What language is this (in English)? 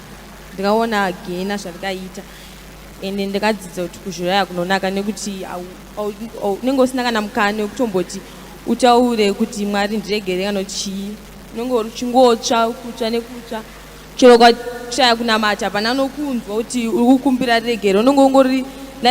Shona